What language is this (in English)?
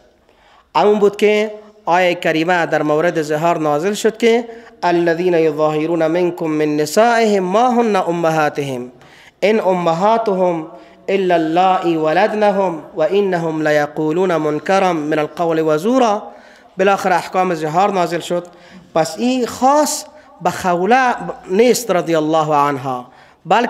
Persian